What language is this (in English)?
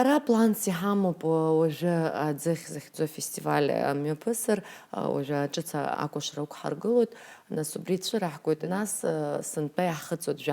Abkhazian